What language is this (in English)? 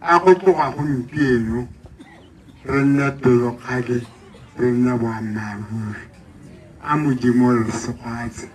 Tswana